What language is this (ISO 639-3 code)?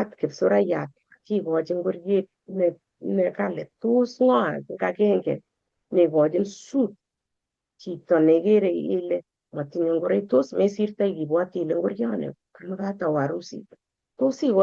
kln